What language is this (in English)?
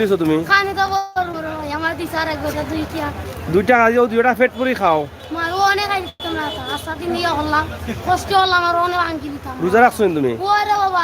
Sylheti